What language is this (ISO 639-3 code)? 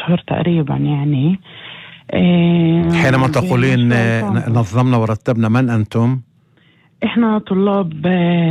apc